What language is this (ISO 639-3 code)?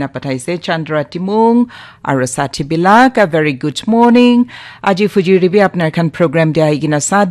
nag